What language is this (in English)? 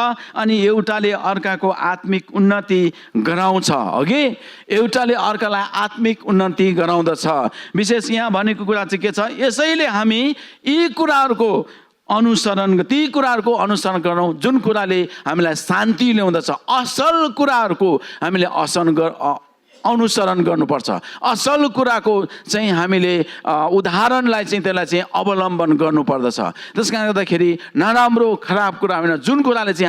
Nepali